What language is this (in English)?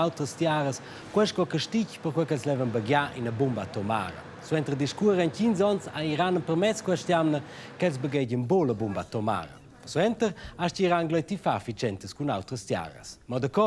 Romansh